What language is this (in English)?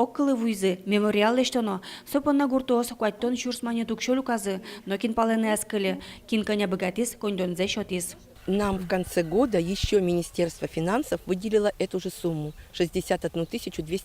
Udmurt